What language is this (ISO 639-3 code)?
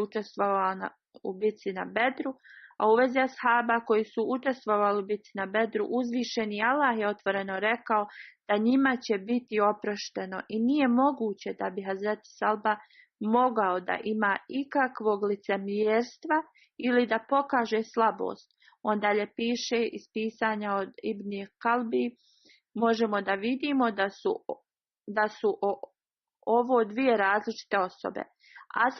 bos